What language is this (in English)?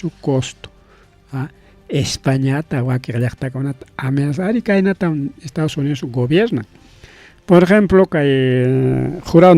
Ayacucho Quechua